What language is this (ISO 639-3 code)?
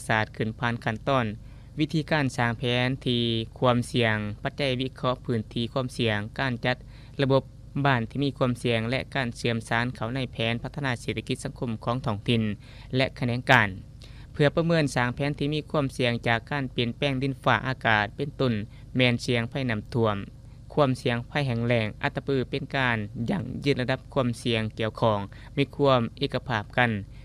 lao